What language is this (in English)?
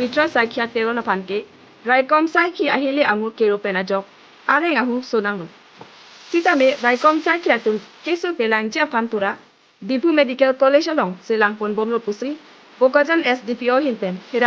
Karbi